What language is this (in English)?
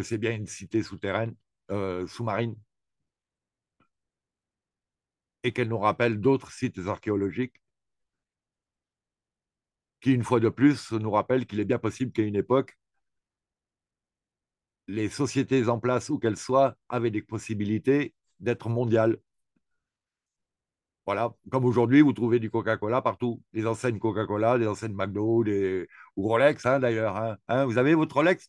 French